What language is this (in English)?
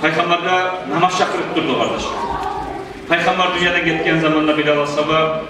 Kumyk